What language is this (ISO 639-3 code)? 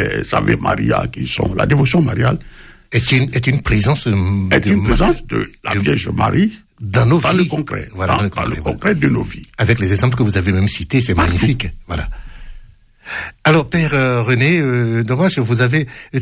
fra